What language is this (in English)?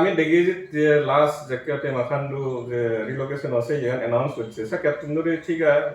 Chakma